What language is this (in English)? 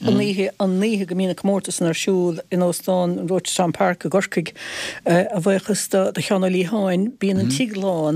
Irish